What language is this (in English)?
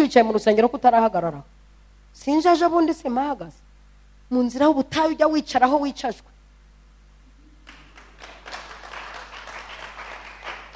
Kinyarwanda